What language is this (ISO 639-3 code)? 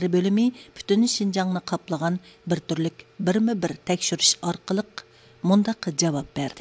uig